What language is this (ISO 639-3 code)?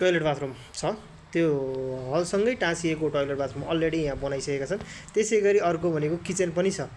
nep